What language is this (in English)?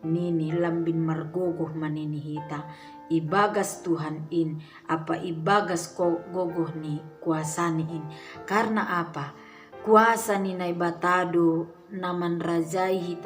Batak Simalungun